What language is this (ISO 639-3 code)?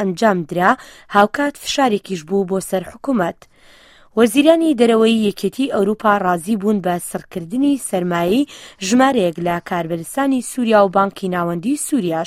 ckb